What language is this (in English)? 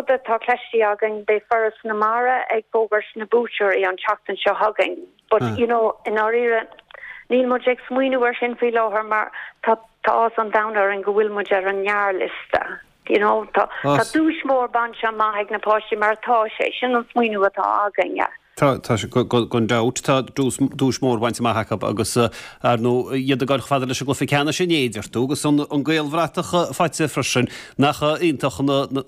Irish